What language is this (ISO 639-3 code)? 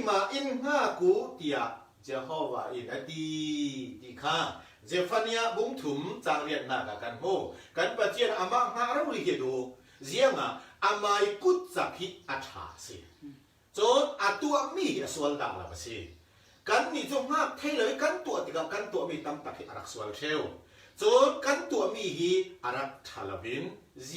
cfm